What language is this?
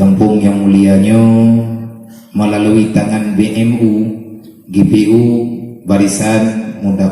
Achinese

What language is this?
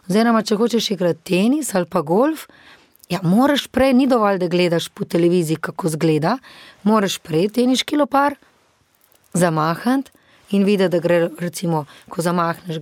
Slovenian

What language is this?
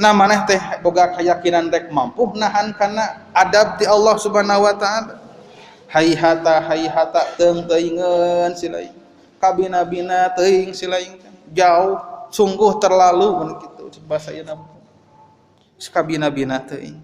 Sundanese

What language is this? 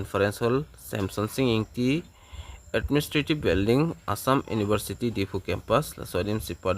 Karbi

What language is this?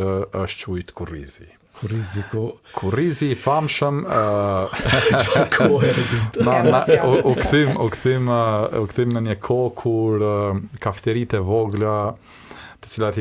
Albanian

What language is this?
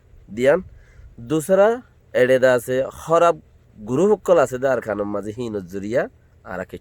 Rohingya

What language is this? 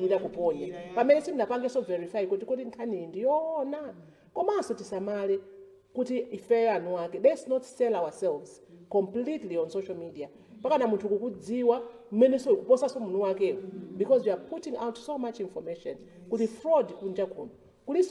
Nyanja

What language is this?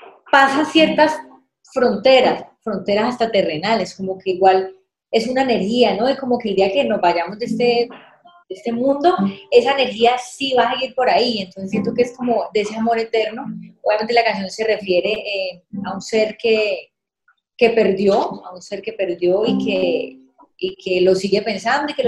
Spanish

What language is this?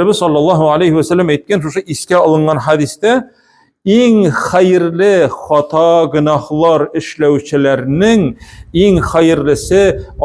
Tatar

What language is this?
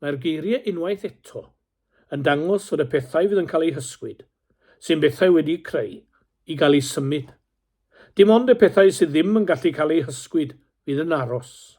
Welsh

